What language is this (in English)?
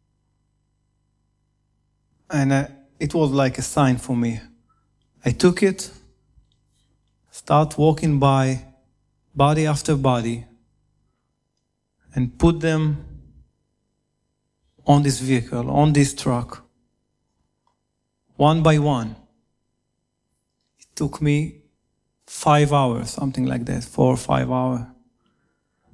English